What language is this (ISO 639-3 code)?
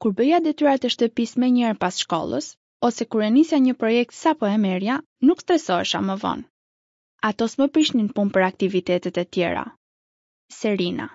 sqi